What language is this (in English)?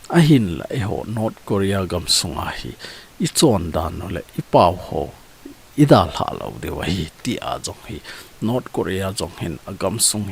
Thado Chin